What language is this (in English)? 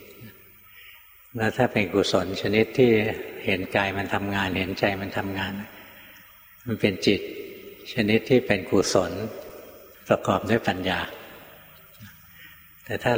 Thai